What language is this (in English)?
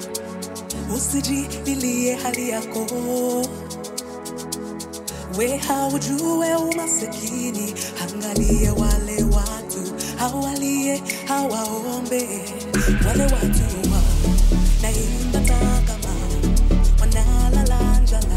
Swahili